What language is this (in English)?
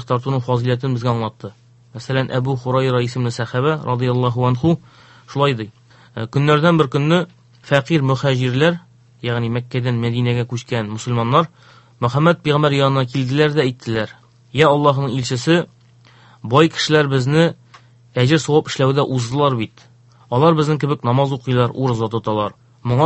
Tatar